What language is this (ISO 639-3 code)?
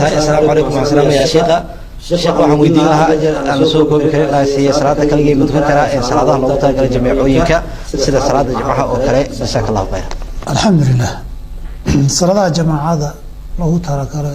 som